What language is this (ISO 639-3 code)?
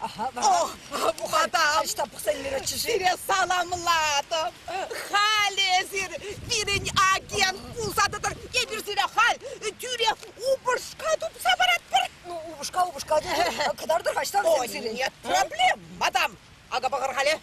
chv